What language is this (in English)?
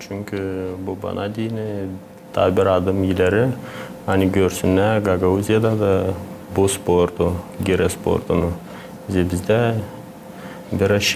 Gagauz